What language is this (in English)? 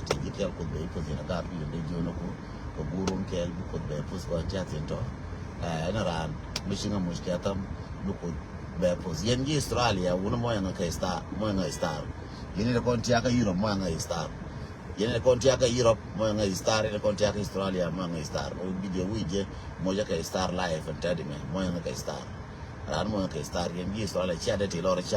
Nuer